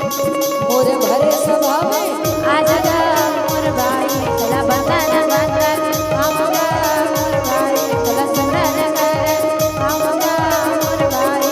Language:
Chhattisgarhi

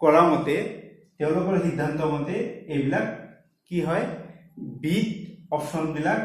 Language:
Assamese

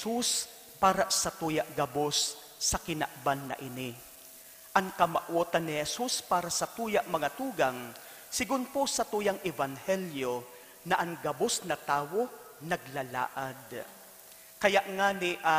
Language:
Bikol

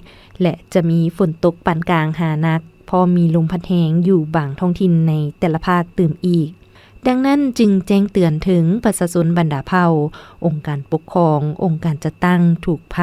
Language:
Lao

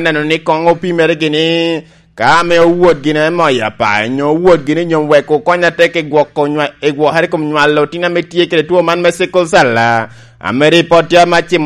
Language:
Lango (Uganda)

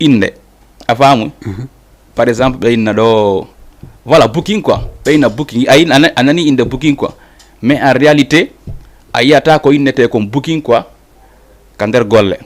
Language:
Fula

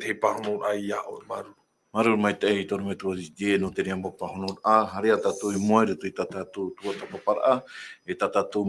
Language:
Tahitian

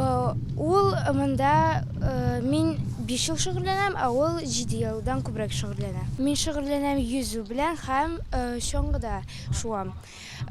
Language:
Tatar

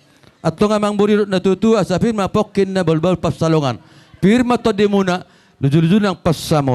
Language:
Batak Toba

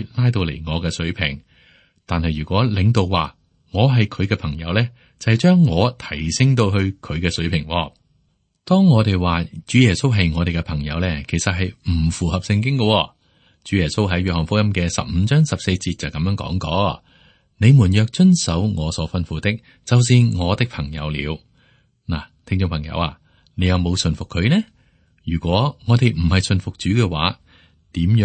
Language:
Cantonese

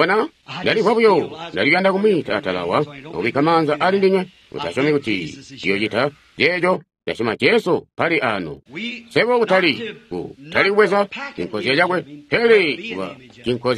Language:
Tonga (Zambia)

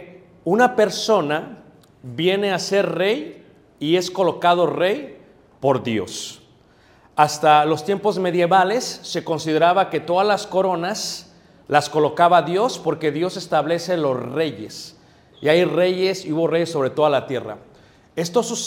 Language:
Spanish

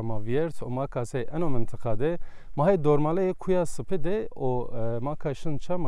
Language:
Kurdish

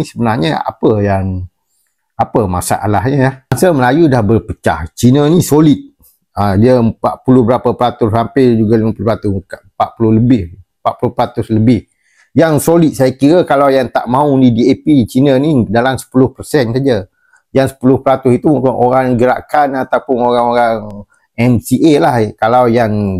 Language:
Malay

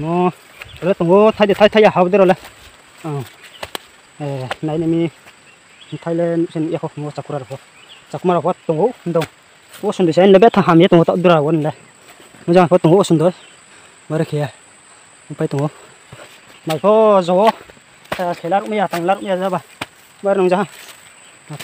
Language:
Riang (India)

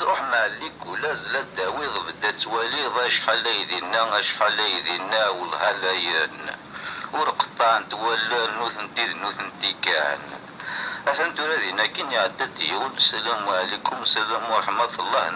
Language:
Kabyle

